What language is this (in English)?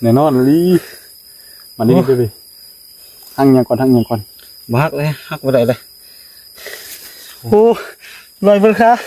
Lao